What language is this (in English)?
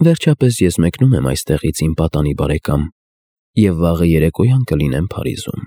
Armenian